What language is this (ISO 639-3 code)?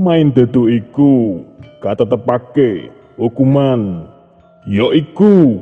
jav